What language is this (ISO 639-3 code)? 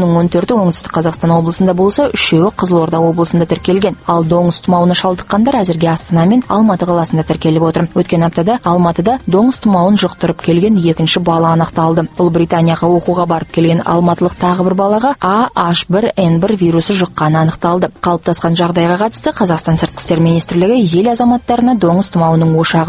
kaz